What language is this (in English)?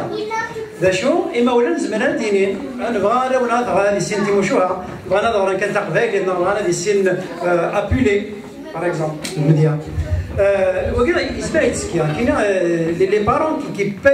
Kabyle